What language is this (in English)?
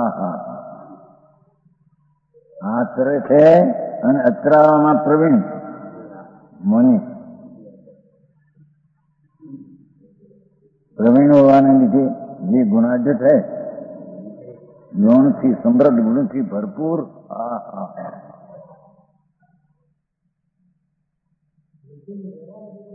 Gujarati